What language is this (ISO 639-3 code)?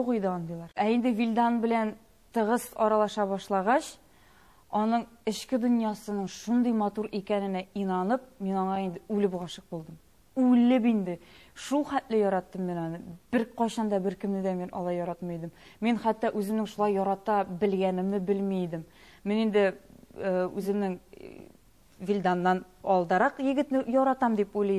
tat